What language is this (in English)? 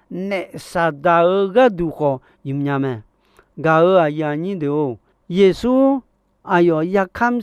Akha